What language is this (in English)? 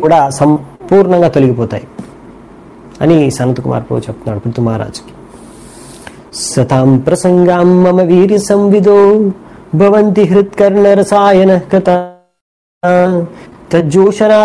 Telugu